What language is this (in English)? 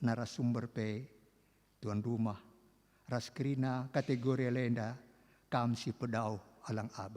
Batak Karo